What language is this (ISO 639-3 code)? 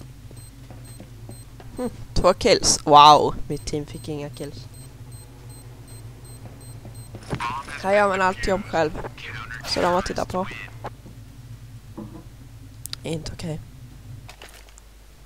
swe